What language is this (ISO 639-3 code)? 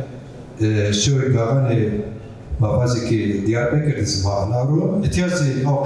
zza